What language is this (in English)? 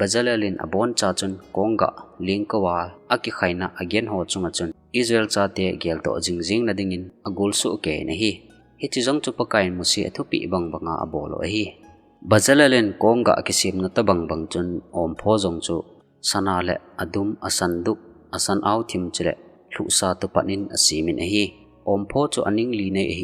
Thado Chin